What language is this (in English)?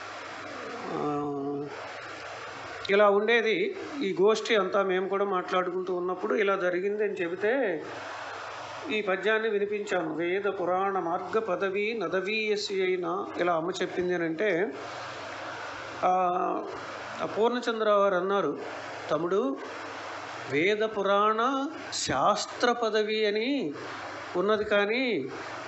Telugu